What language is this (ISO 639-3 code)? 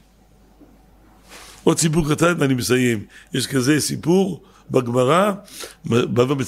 heb